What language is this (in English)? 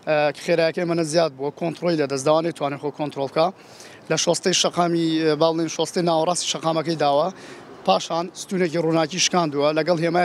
Central Kurdish